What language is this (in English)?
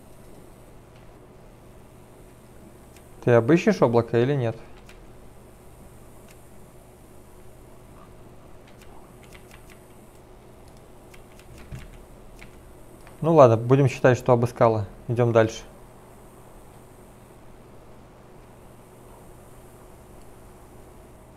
Russian